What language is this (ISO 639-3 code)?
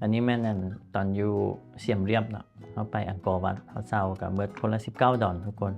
lao